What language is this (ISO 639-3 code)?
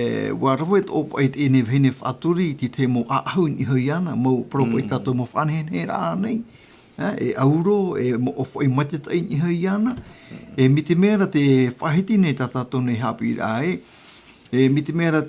tah